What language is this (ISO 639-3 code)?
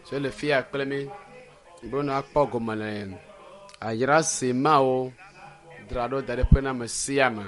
ewe